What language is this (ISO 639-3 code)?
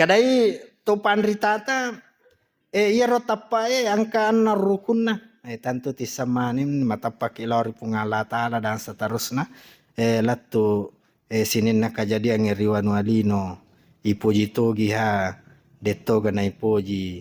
bug